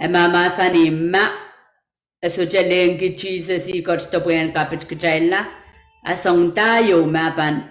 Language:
Pohnpeian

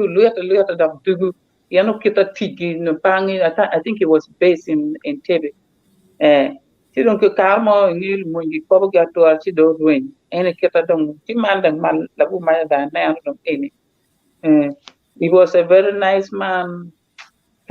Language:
Acoli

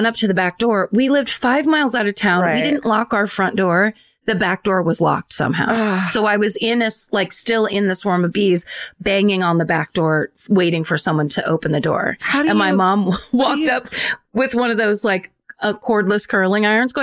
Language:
English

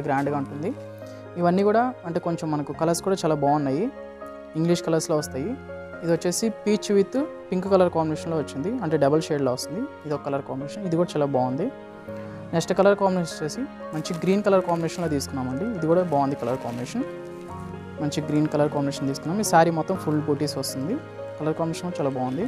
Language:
Telugu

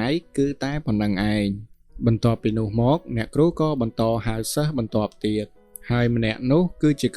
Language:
Khmer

